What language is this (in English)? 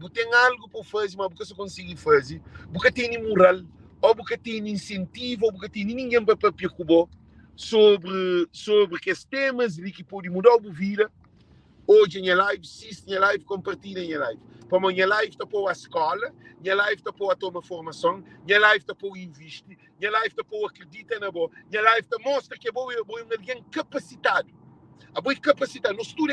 Kabuverdianu